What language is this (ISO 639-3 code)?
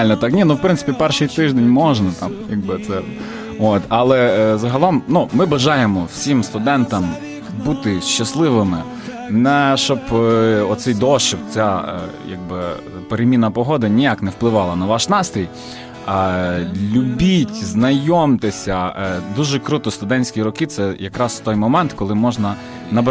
ukr